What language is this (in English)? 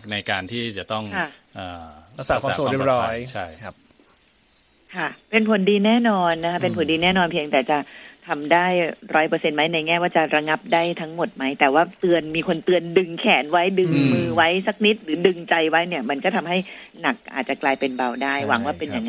Thai